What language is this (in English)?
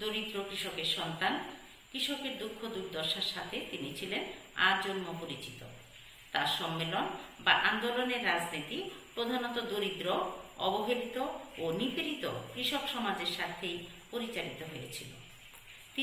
Bangla